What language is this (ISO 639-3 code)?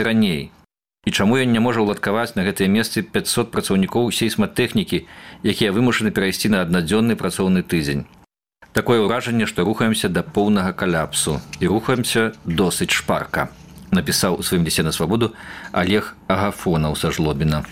bel